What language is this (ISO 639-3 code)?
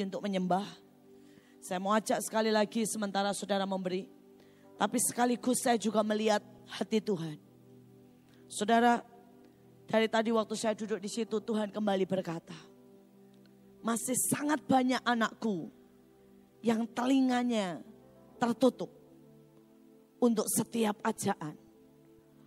ind